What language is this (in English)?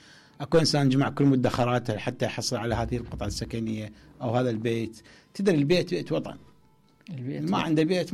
Mesopotamian Arabic